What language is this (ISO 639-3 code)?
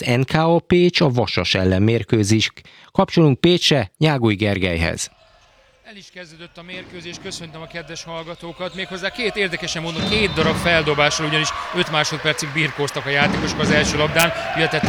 hun